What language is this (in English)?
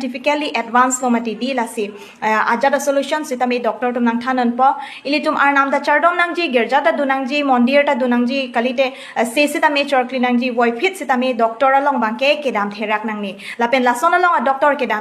Karbi